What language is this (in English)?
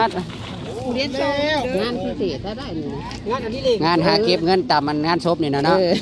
Northeastern Thai